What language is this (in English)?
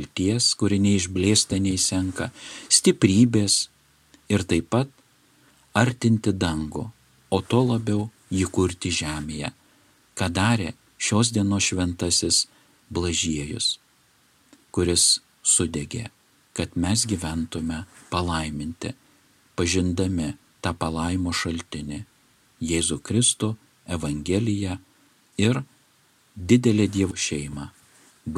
Lithuanian